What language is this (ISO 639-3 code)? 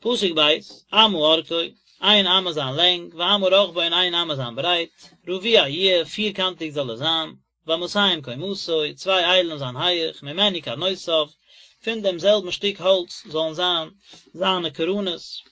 yid